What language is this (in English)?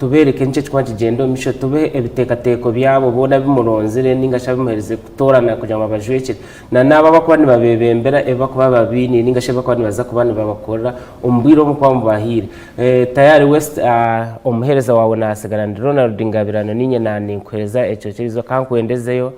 Nyankole